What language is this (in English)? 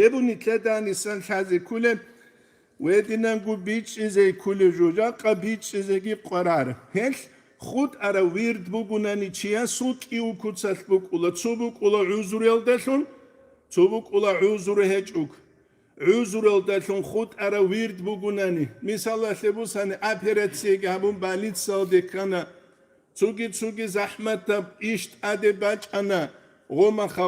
Avaric